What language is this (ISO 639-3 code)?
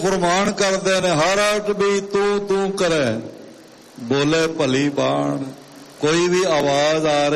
pan